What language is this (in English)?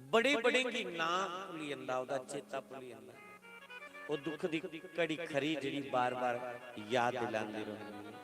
Dogri